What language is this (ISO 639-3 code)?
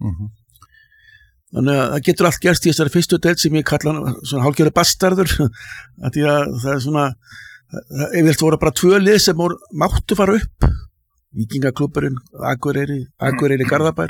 isl